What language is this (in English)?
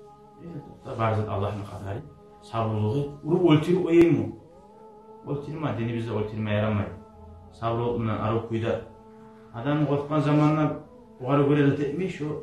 Kumyk